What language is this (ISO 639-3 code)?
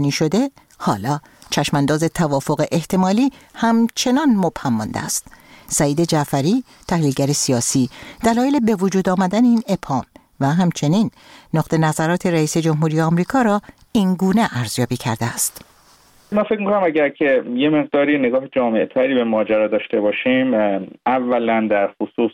fas